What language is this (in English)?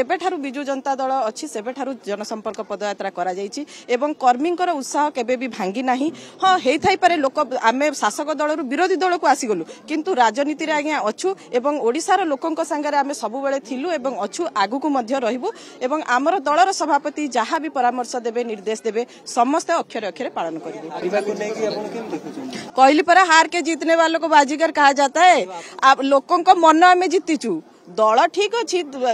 Odia